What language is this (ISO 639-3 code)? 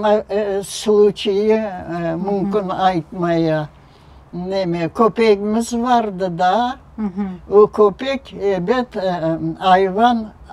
crh